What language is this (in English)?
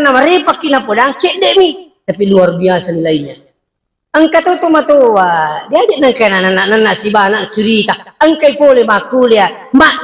Buginese